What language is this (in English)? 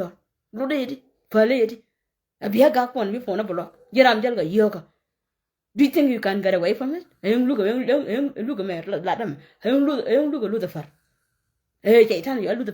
Nuer